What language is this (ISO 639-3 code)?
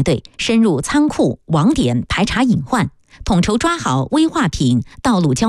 zho